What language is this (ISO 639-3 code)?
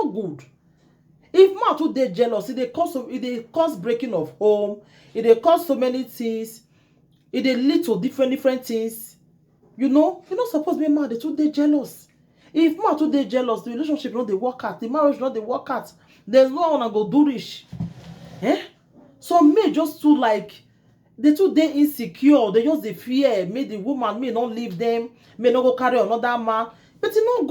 pcm